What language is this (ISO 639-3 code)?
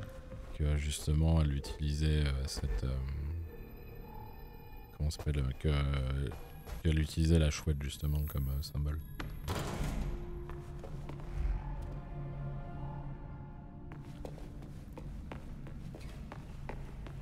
fra